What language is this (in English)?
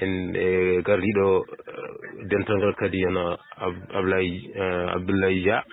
Fula